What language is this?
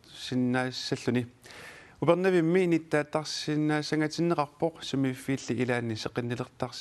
Kalaallisut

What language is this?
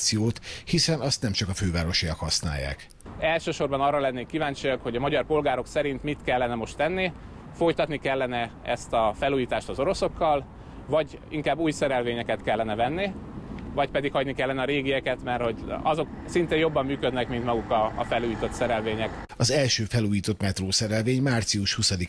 Hungarian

